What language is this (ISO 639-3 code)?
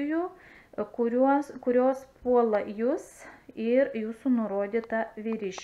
lit